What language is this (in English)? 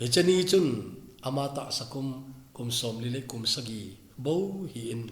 Thado Chin